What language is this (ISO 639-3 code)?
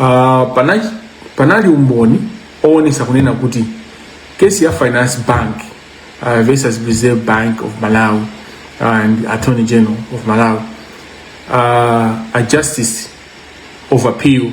nya